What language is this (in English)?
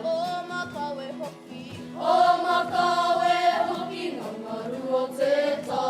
Māori